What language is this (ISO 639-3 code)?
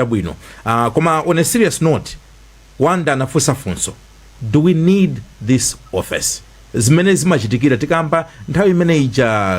nya